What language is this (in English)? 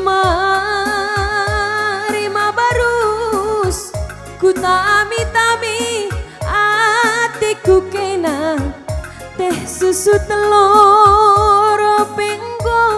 Batak Karo